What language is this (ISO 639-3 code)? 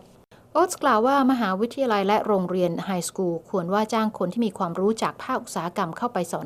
tha